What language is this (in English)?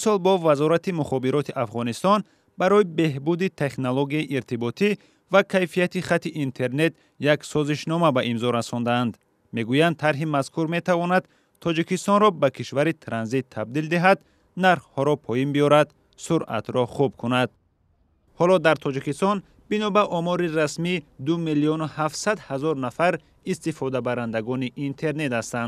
Tajik